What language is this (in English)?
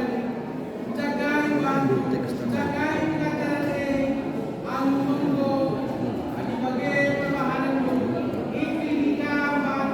Batak Karo